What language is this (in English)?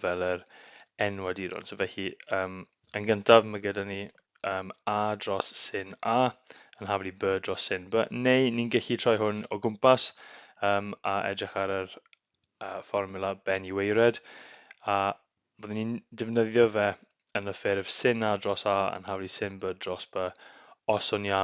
Welsh